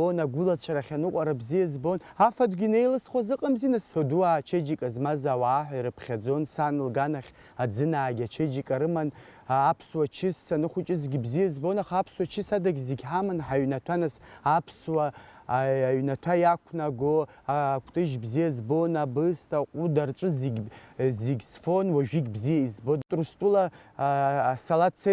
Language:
Abkhazian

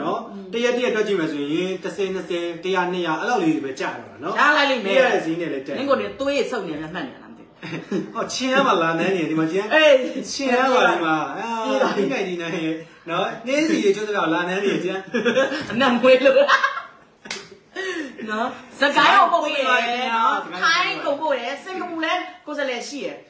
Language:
Burmese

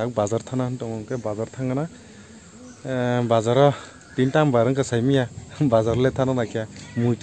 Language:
Kok Borok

